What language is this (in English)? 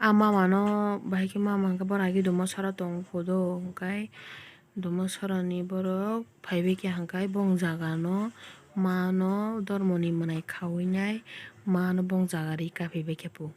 Kok Borok